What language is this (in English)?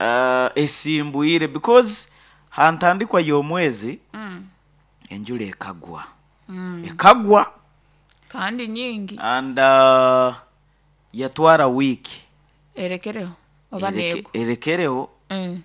Nyoro